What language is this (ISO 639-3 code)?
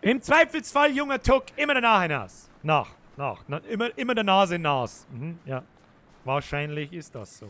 bar